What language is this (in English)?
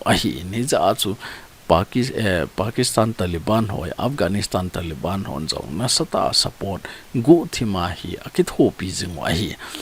Thado Chin